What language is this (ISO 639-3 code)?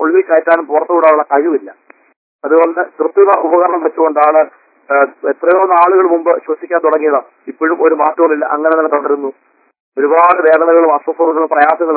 mal